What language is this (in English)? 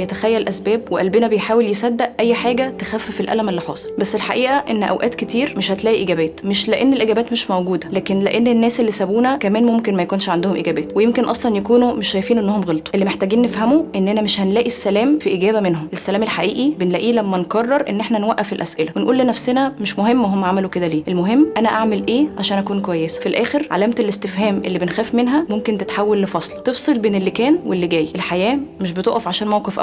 Egyptian Arabic